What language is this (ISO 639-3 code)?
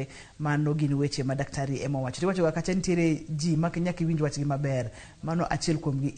luo